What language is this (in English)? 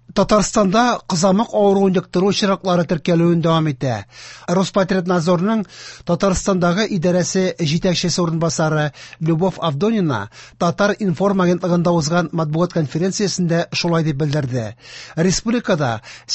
Tatar